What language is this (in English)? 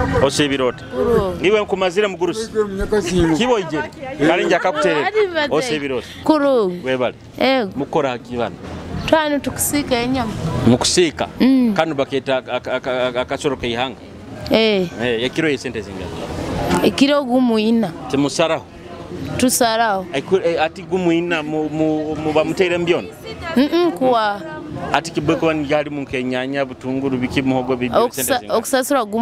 Nyoro